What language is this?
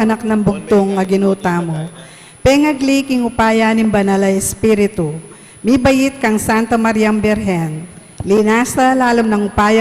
Pampanga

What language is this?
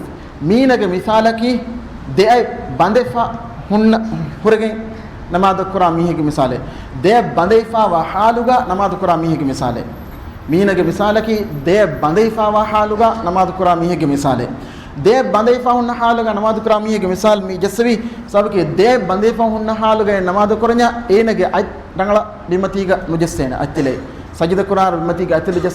Divehi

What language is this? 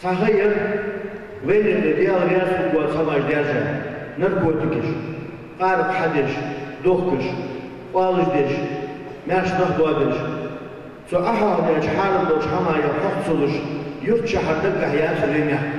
Ingush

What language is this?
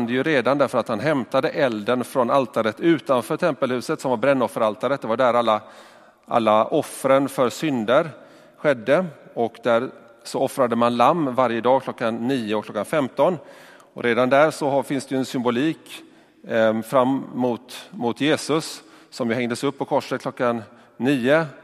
Swedish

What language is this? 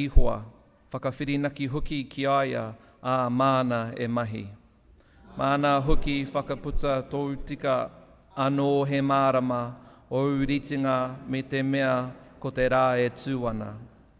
Māori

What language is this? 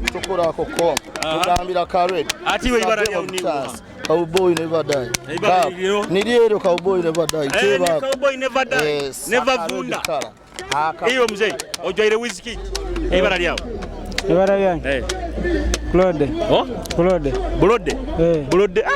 Nyoro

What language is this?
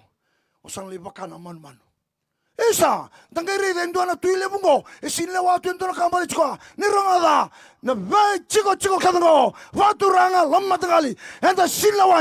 Fijian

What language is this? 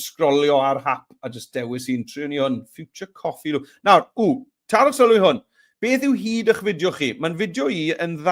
Welsh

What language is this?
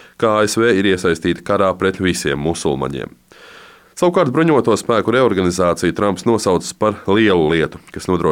Latvian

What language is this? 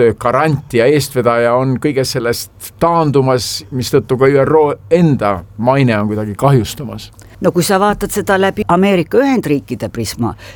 Estonian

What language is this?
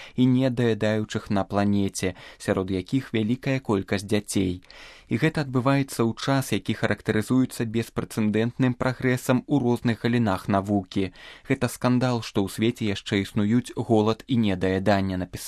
Belarusian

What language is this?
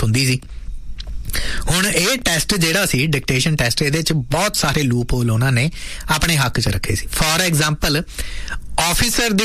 Punjabi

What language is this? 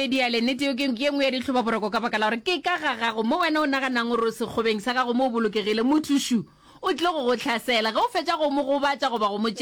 Northern Sotho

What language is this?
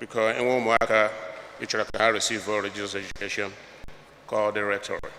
Igbo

